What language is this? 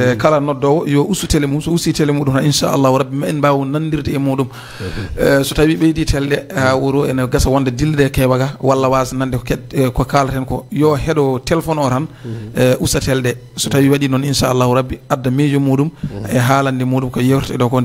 Fula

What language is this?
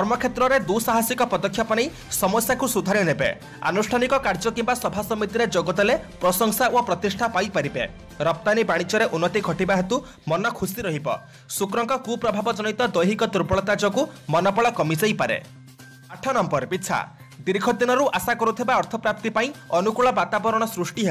Odia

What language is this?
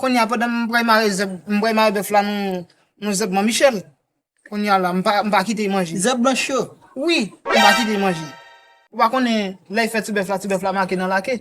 Haitian Creole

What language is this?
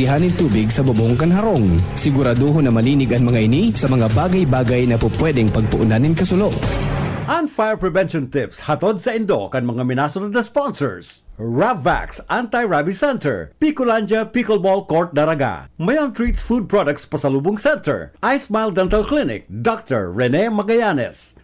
Bikol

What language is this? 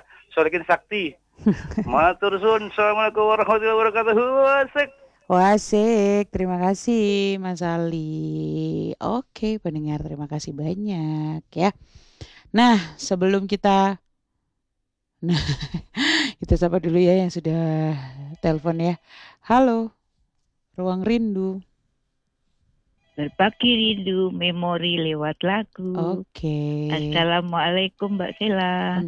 Indonesian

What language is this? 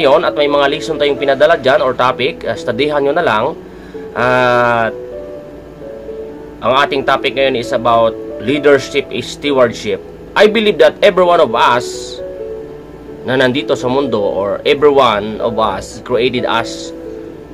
Filipino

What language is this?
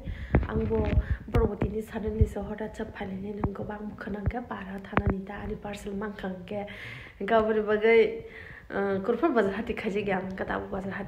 Kok Borok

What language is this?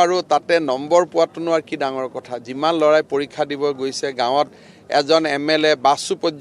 Assamese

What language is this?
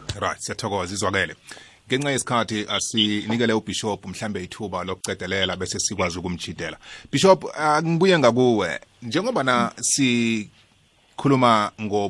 South Ndebele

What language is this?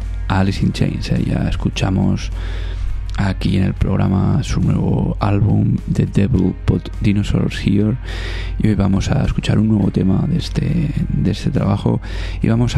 Spanish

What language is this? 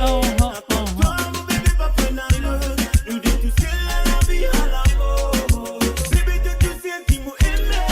Morisyen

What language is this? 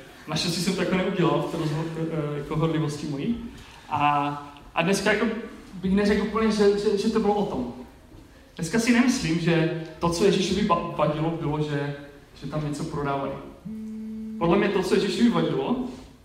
Czech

